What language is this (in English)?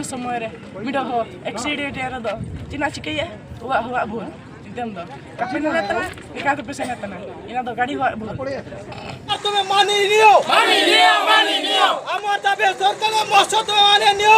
Santali